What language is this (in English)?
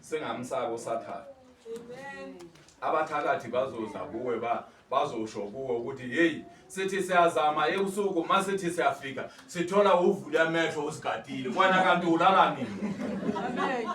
Zulu